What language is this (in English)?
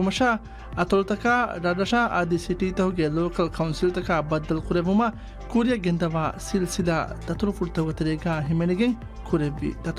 Divehi